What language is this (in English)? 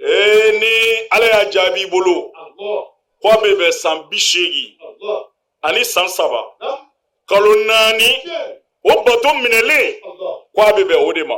Bambara